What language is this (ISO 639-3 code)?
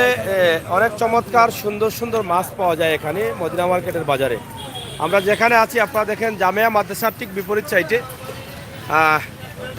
syl